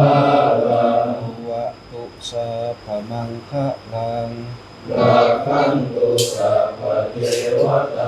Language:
Northeastern Thai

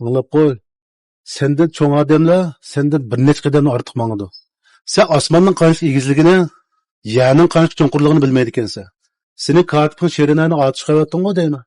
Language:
Uyghur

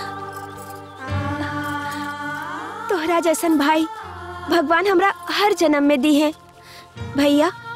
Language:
Bhojpuri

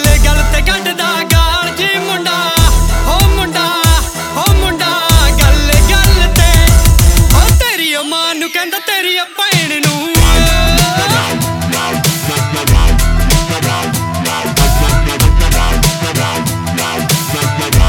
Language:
Punjabi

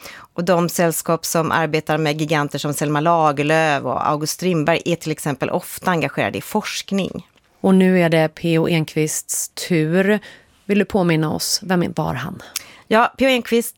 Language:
Swedish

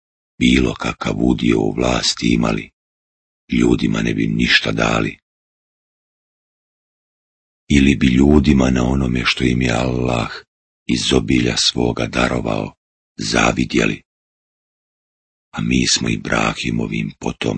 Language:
Bosnian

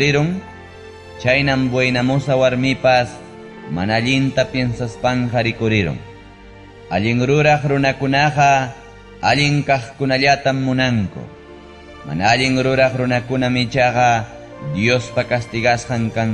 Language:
Ayacucho Quechua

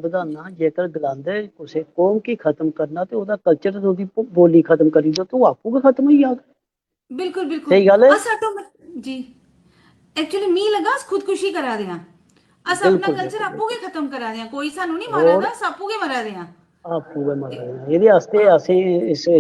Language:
Dogri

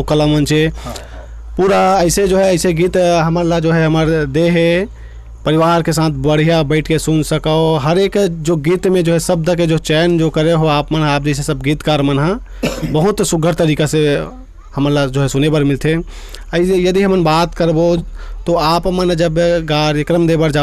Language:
Chhattisgarhi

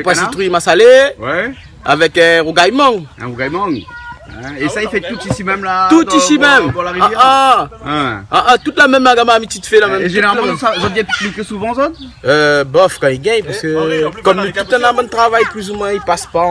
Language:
Réunion Creole French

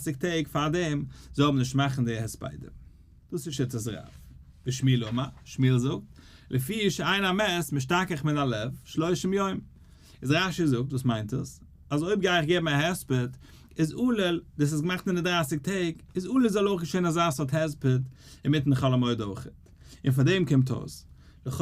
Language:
Yiddish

